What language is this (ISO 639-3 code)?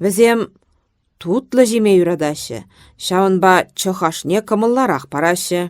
chv